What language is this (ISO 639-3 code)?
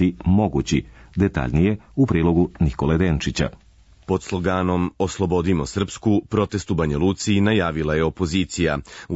srp